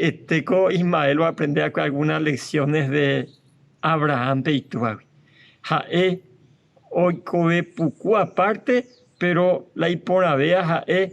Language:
Guarani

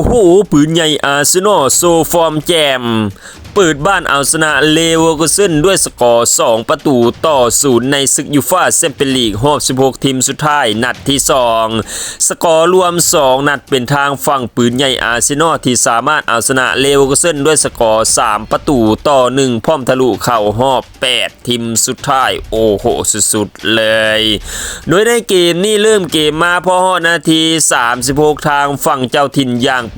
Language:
Lao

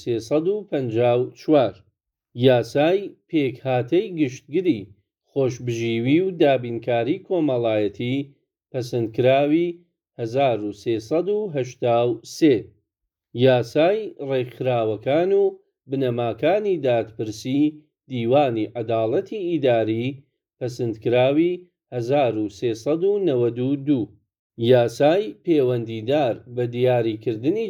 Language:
Central Kurdish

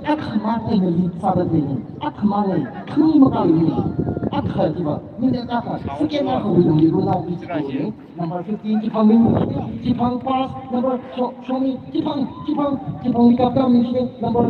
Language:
Tangkhul Naga (India)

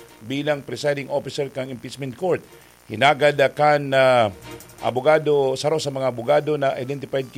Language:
Bikol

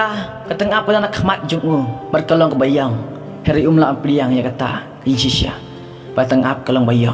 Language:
Khasi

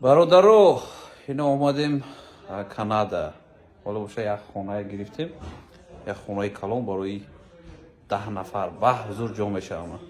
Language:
Tajik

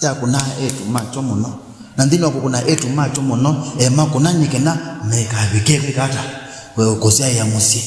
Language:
Kamba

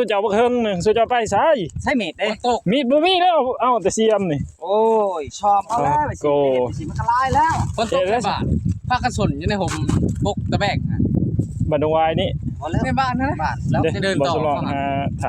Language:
Northeastern Thai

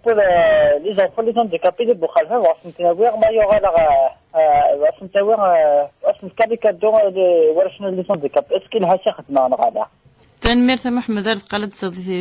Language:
Kabyle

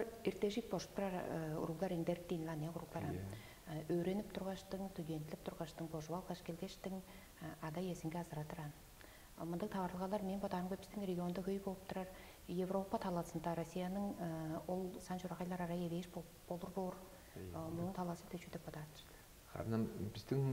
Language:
Tuvinian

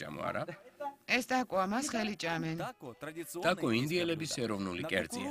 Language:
Georgian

